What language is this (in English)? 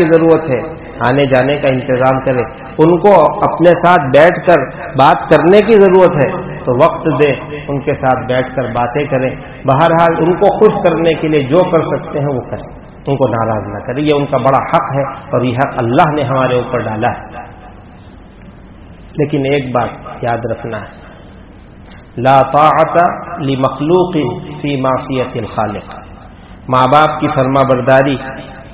Urdu